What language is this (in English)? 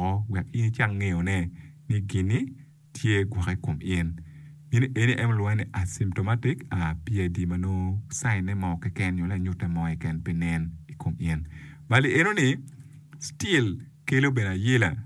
Acoli